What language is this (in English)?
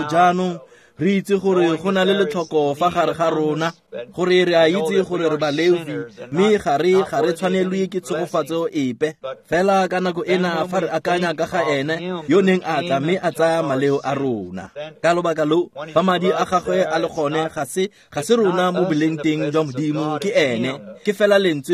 Tswana